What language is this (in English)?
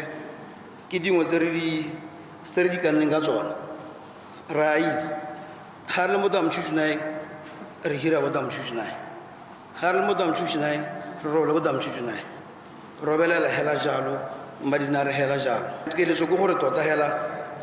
Tswana